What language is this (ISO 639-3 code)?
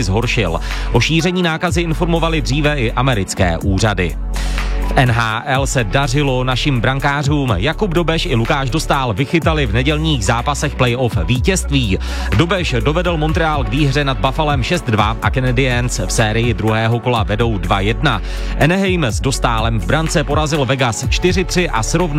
ces